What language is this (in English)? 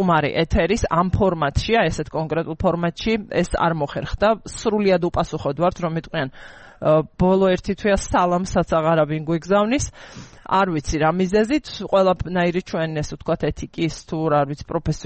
Georgian